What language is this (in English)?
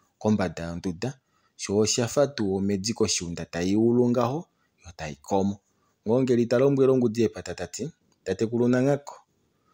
Kuanyama